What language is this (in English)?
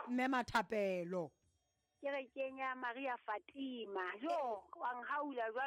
Southern Sotho